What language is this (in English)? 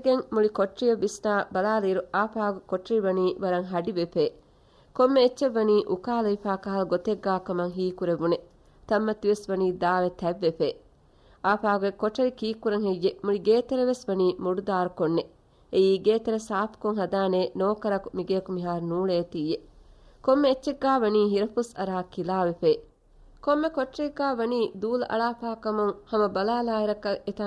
Divehi